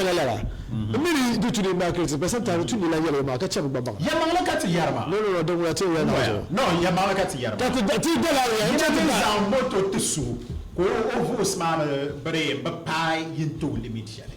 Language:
Dagbani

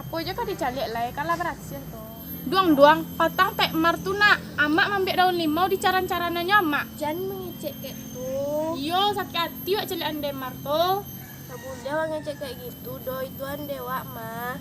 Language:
Minangkabau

